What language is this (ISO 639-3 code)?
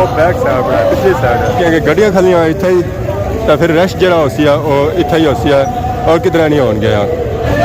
phr